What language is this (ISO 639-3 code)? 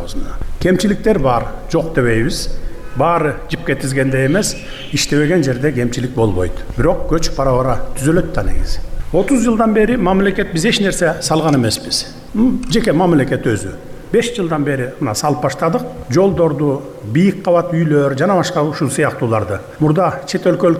kir